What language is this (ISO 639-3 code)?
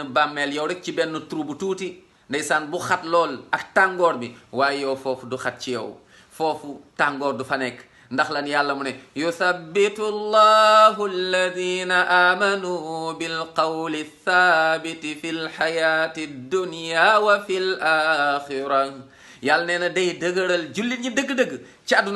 wol